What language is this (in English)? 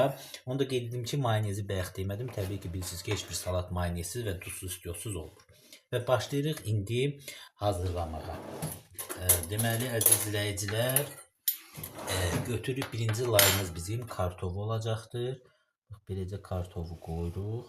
Azerbaijani